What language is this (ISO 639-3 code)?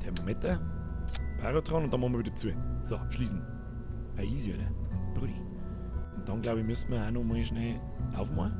bar